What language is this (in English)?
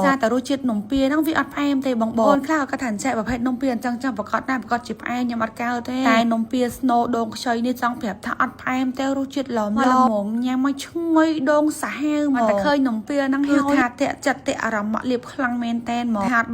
Khmer